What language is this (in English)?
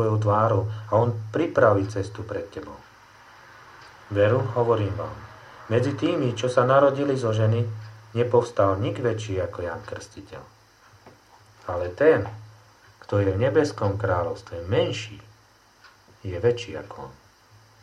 Slovak